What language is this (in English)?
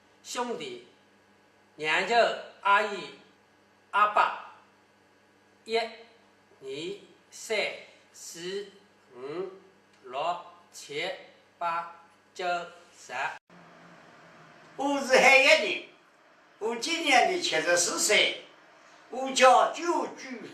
Wu Chinese